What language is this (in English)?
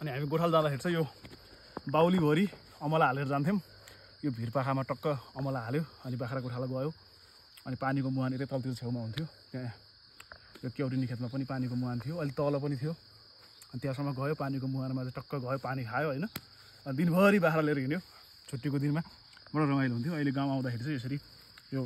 Nepali